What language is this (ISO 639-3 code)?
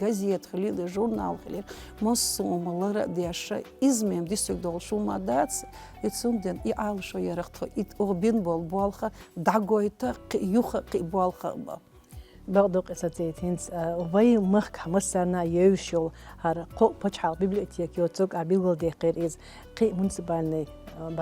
che